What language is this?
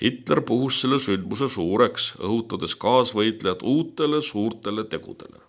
Estonian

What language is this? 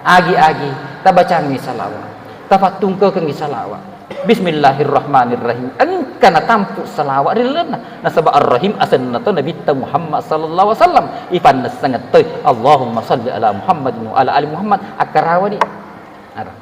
Buginese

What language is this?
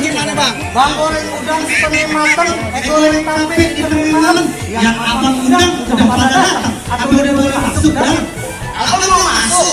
Betawi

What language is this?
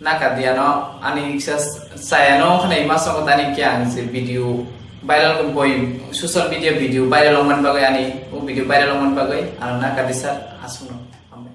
Kok Borok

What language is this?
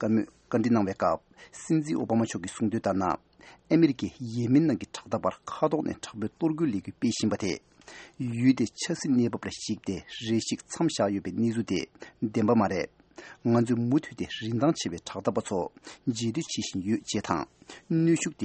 Tibetan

